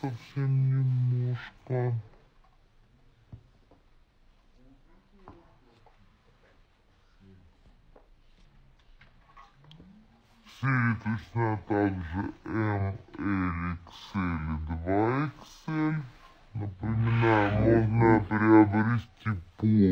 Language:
Russian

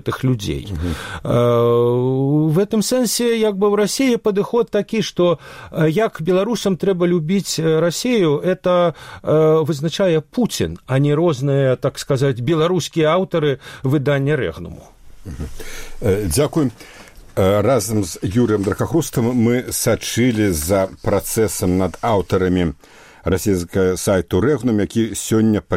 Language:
Belarusian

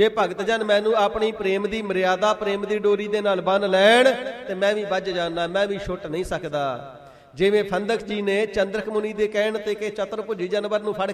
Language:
Punjabi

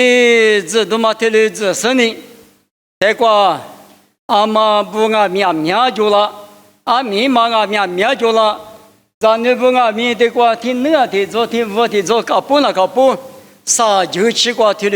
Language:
Lisu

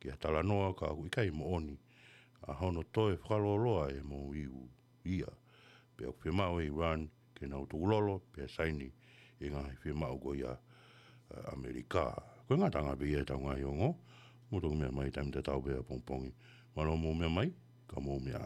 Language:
Tongan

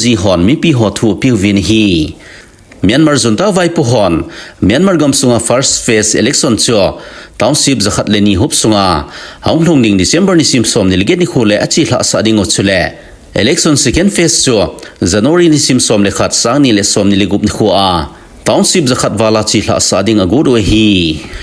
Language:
Thado Chin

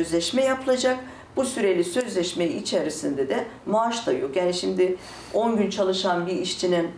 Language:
Turkish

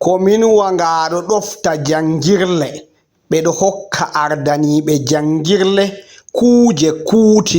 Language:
Fula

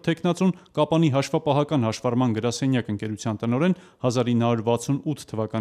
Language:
Armenian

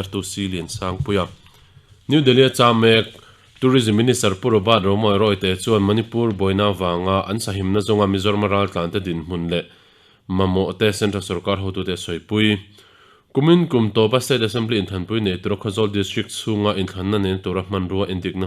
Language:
Mizo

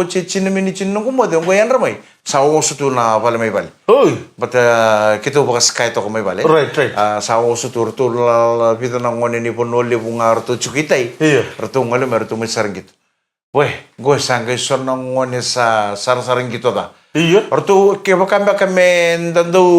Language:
Fijian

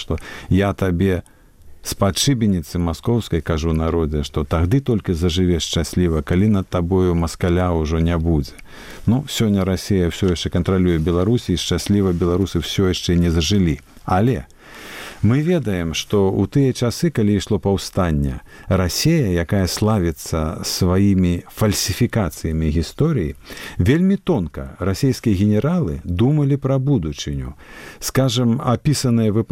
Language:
Belarusian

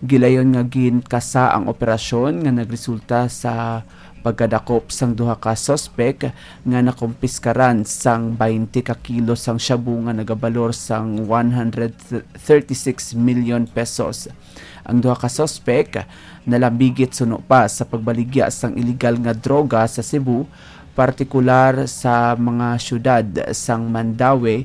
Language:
Hiligaynon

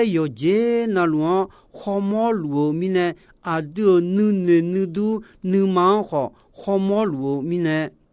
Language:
Akha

